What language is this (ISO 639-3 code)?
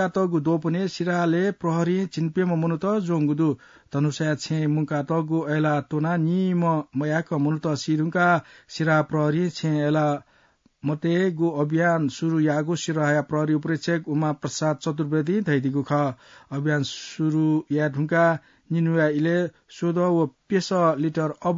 new